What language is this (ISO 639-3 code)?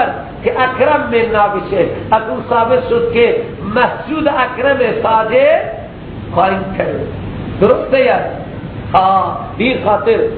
fas